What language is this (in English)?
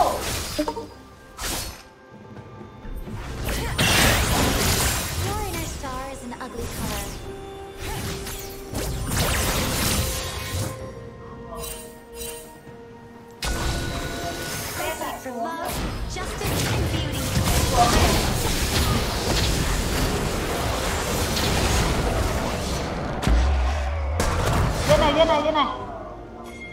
Vietnamese